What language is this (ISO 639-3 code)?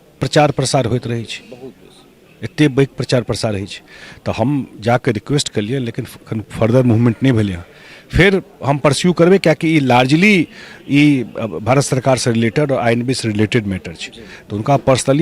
mai